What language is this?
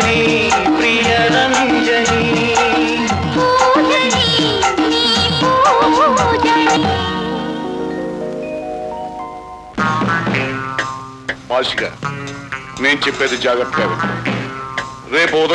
Telugu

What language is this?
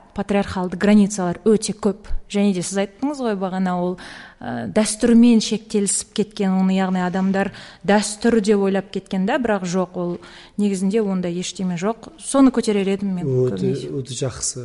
Kazakh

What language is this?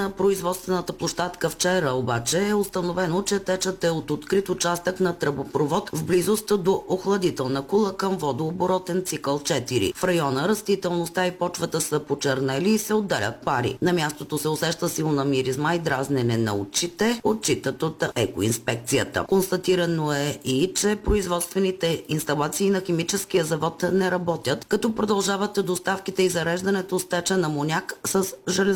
Bulgarian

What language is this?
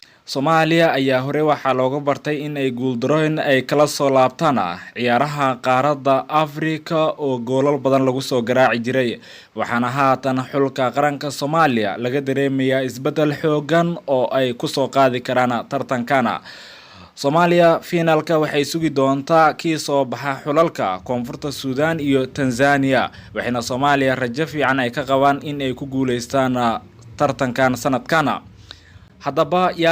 Somali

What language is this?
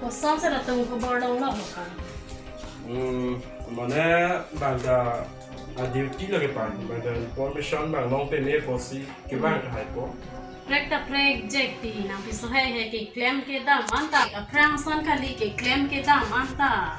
Karbi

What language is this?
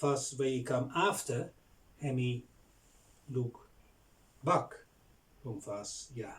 Bislama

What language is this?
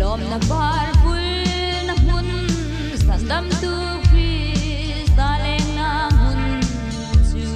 Hmar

